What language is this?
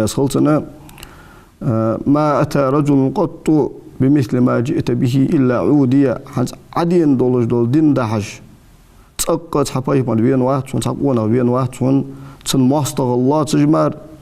Ingush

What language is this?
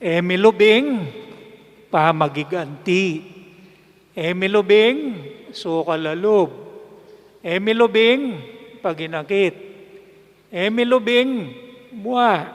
Pampanga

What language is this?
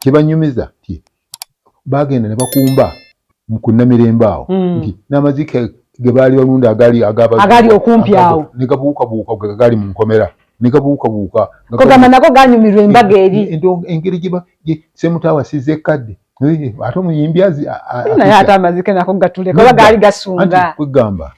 Ganda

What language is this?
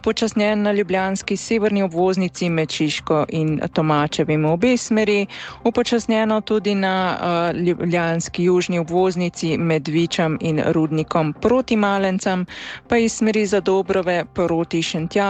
Slovenian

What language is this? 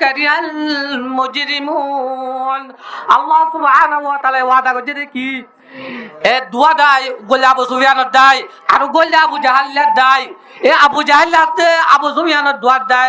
Rohingya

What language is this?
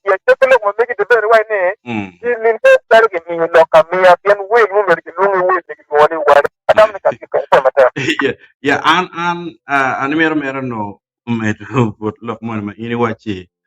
Acoli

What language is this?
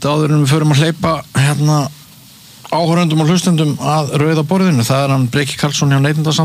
Icelandic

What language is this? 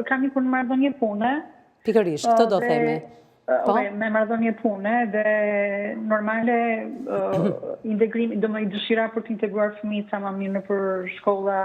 Albanian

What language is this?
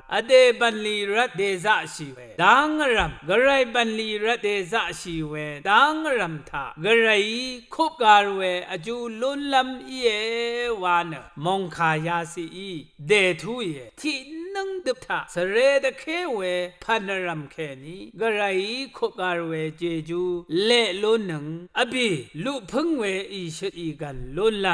Rawang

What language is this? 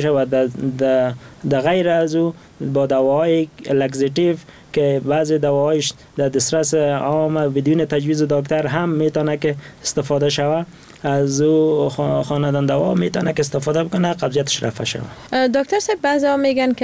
Persian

